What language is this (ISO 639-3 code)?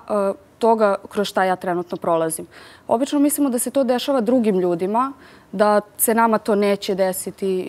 srp